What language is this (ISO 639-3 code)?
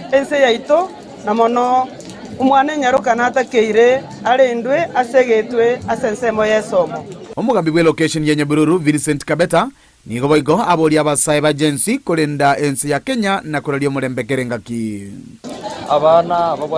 guz